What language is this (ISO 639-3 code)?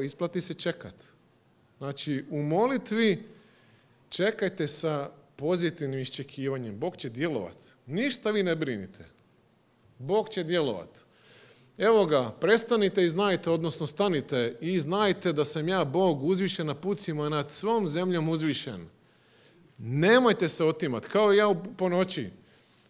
hrv